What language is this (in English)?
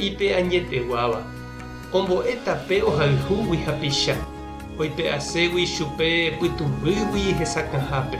Guarani